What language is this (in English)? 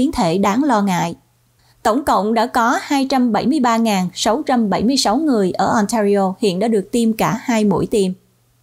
Vietnamese